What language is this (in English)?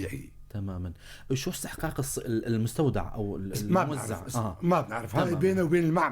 North Levantine Arabic